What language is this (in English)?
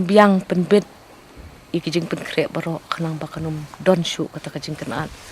Khasi